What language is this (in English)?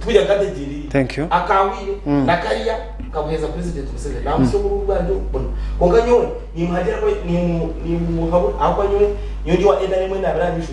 Nyankole